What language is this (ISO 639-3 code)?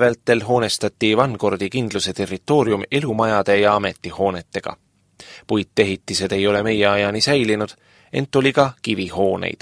est